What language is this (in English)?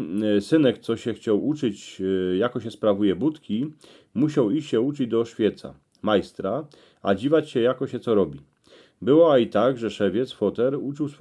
Silesian